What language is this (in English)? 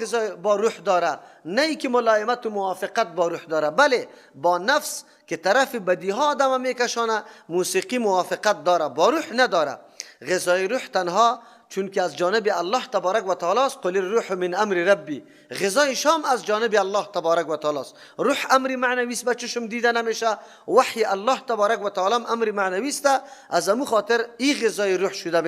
Persian